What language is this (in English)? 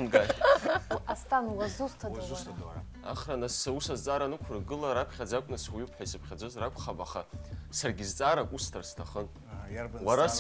Abkhazian